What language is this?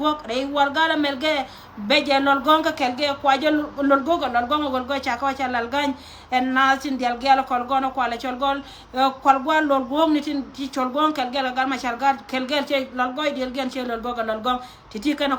Nuer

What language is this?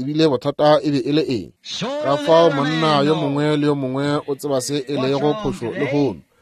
Northern Sotho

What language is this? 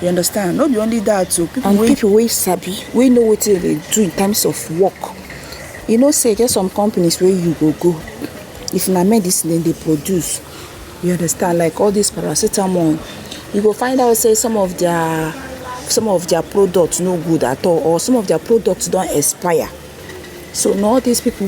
Nigerian Pidgin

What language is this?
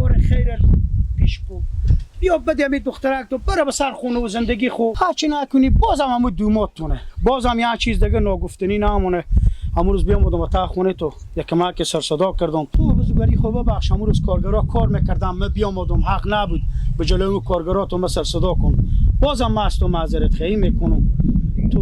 Persian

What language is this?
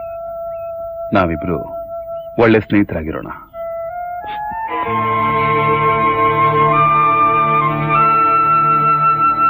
Kannada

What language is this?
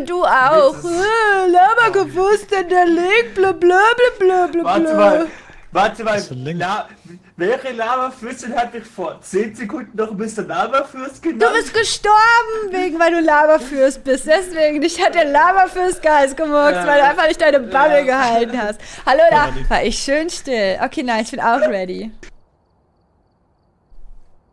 German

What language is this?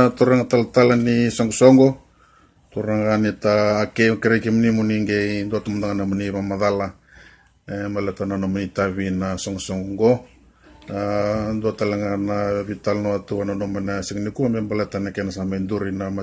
Fijian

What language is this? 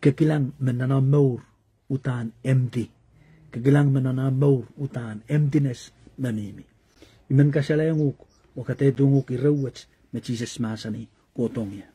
Pohnpeian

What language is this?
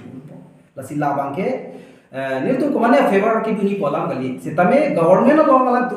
Karbi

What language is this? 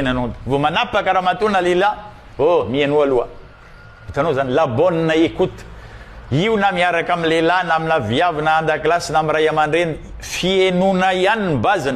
Malagasy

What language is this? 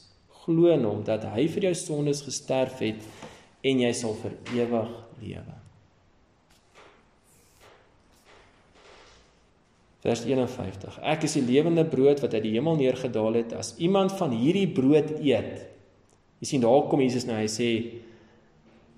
Afrikaans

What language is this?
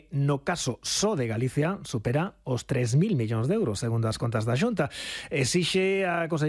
Galician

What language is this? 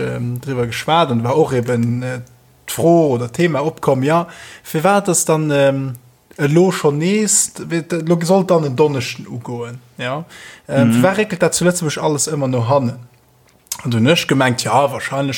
Luxembourgish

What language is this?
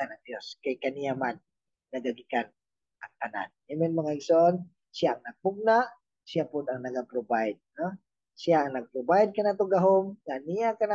Cebuano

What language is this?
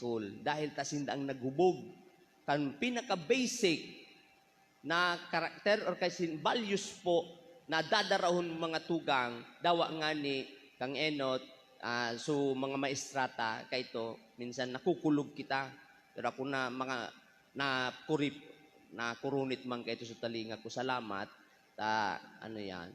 Bikol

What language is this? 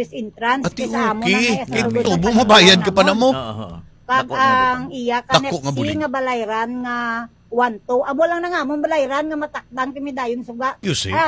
Hiligaynon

